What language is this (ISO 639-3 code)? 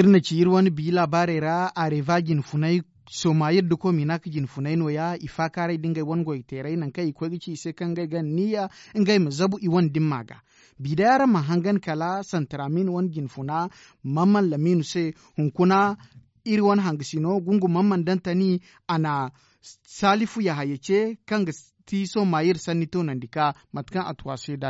dje